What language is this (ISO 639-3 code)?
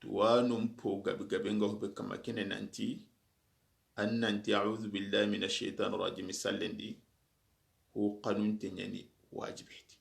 snk